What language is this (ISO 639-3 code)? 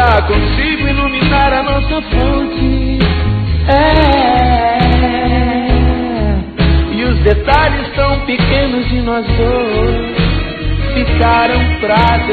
por